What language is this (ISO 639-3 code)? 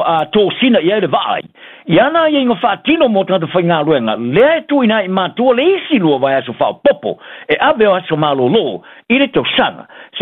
smo